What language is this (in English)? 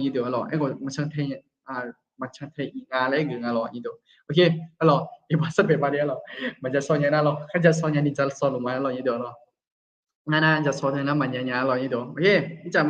Akha